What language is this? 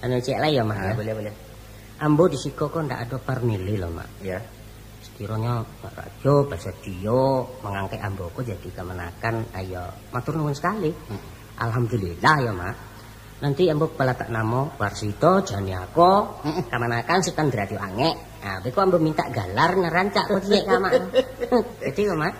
Minangkabau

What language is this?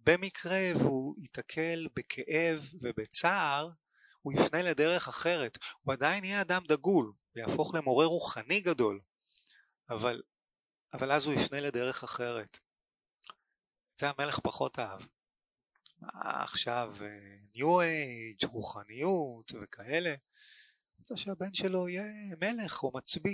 Hebrew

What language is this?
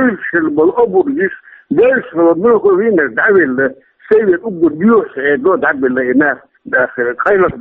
Chechen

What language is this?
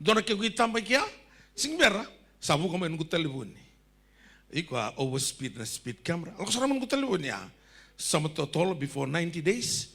Fijian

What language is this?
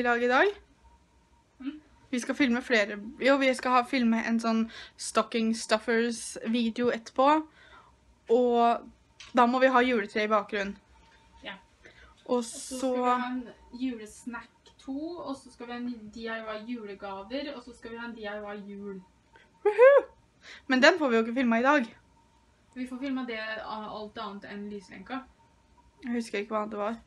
Norwegian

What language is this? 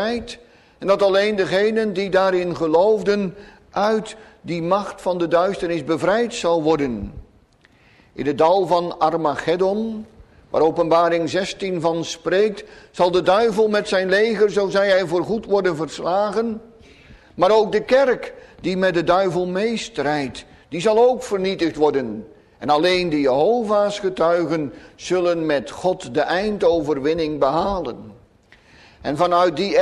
Dutch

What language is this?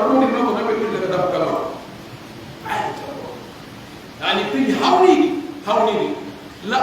Pular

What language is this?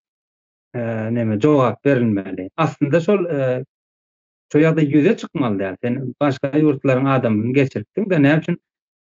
Turkmen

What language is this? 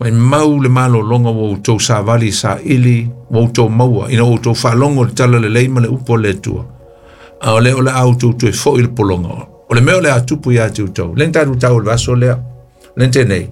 Samoan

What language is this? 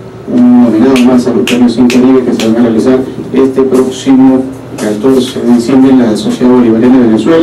Spanish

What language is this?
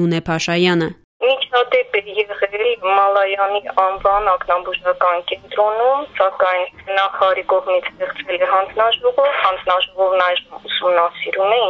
Armenian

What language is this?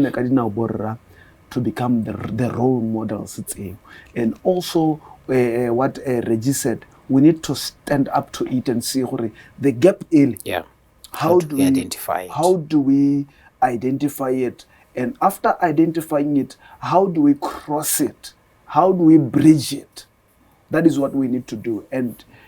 Tswana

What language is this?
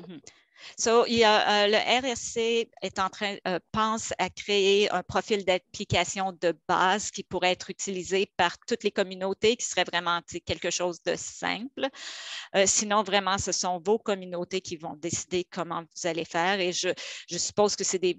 French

